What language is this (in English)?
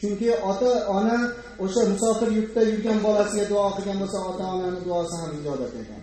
Uzbek